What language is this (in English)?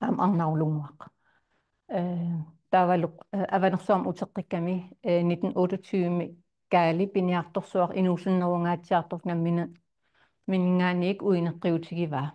Kalaallisut